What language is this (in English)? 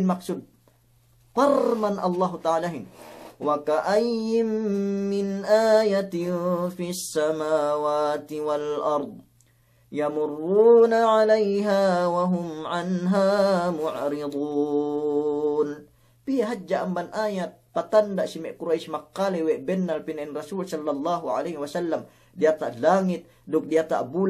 Yakan